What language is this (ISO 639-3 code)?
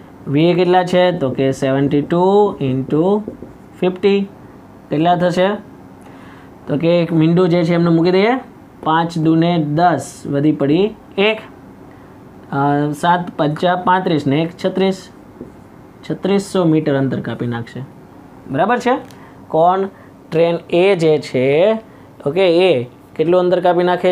guj